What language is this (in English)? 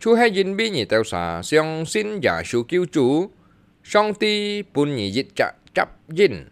Hakka Chinese